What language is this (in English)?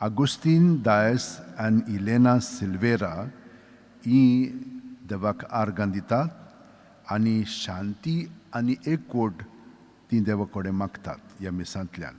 Konkani